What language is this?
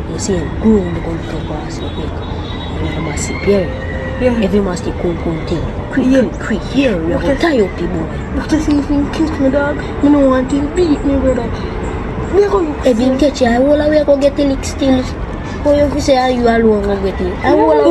Jamaican Creole English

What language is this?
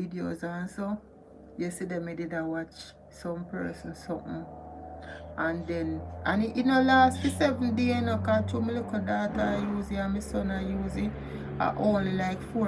Jamaican Creole English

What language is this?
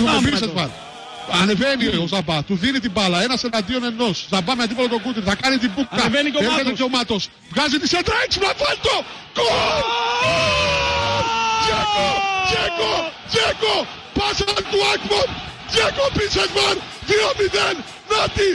Greek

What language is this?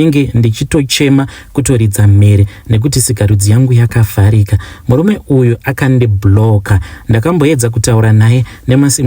Shona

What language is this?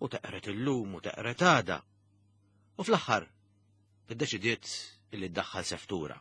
Maltese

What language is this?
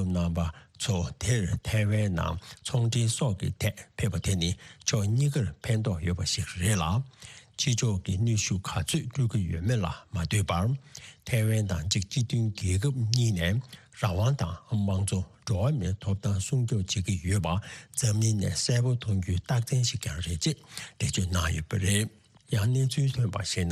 Tibetan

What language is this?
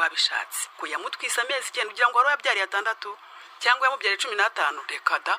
Kinyarwanda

